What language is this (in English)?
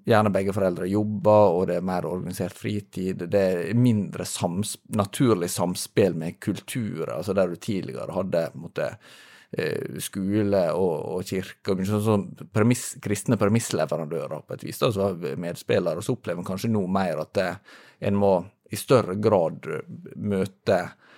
Norwegian